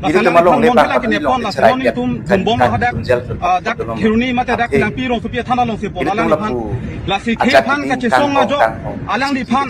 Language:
Karbi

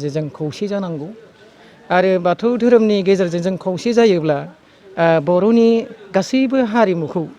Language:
Bodo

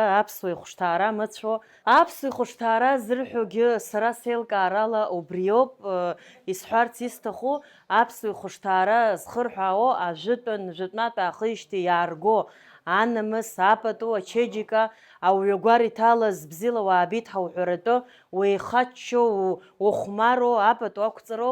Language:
Abkhazian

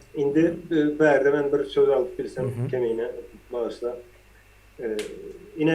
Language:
Turkmen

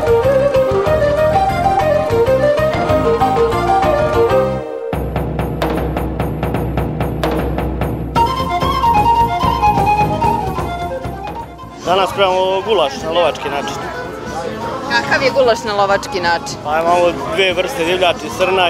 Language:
Serbian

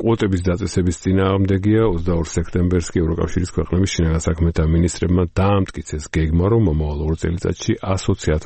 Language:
Georgian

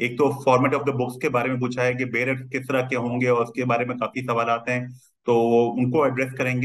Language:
Hindi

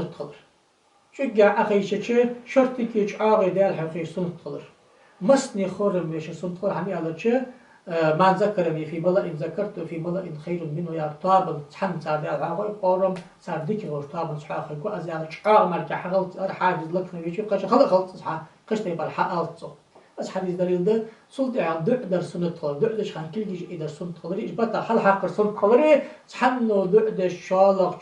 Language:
Ingush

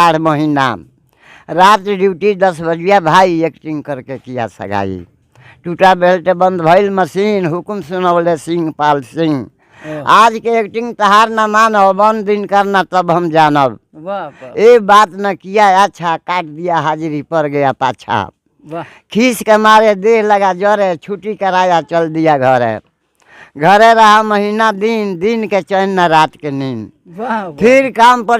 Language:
Bhojpuri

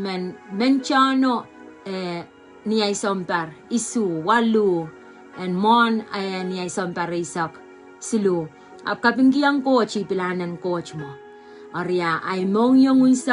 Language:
Pohnpeian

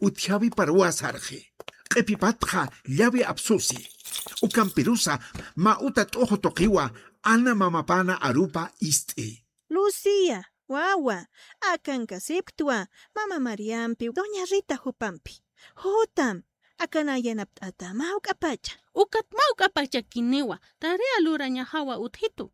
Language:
Aymara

